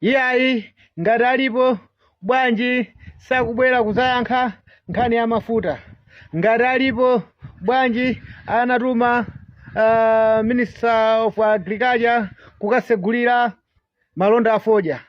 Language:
Nyanja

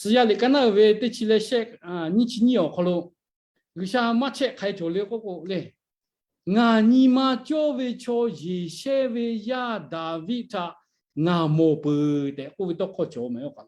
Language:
Lahu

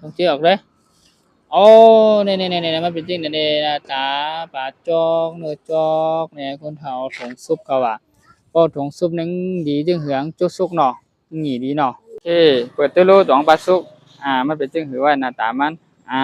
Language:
Shan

